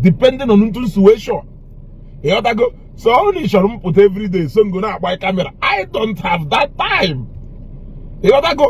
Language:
Igbo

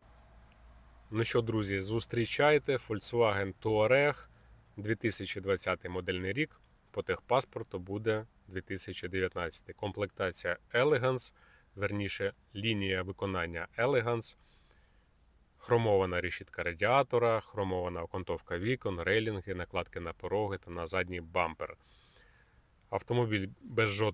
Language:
Ukrainian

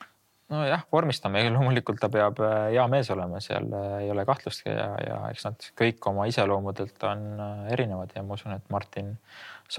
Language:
Estonian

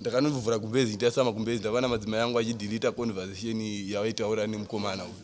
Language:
Shona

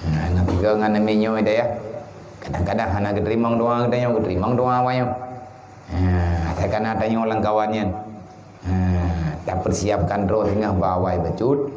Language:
Achinese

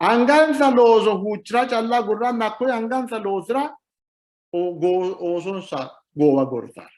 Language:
Sidamo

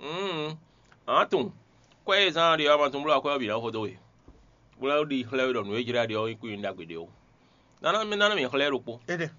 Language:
Fon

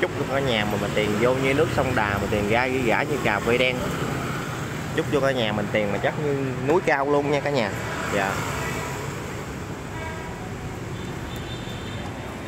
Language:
Vietnamese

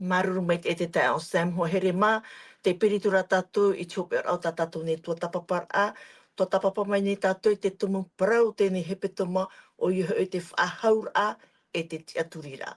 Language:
Tahitian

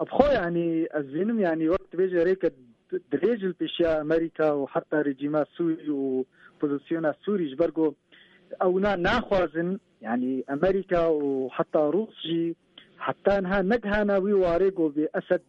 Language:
Kurdish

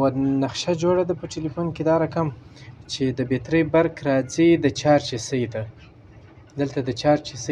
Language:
Pashto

